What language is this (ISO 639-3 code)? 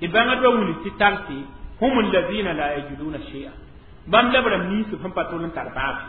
mos